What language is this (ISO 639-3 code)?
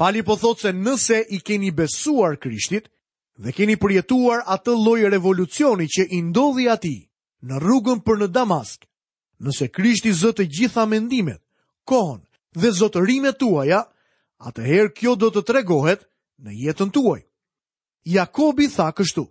sqi